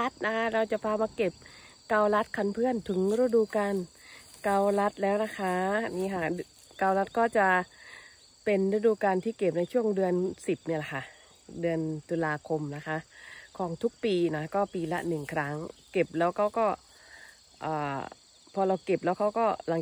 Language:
Thai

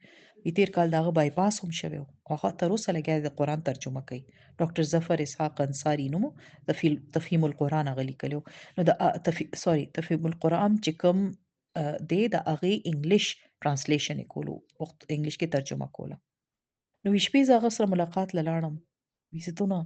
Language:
Pashto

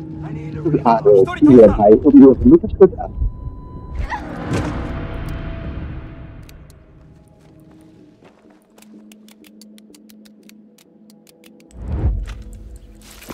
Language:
Bangla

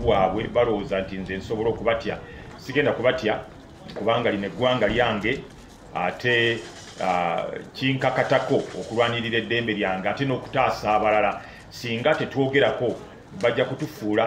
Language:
Ganda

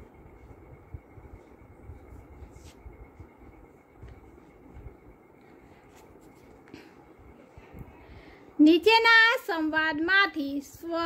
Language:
Gujarati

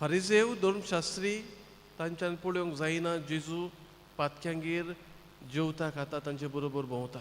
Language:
Konkani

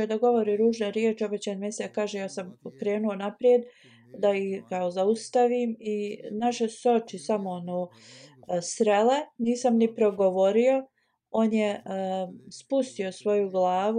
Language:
Bosnian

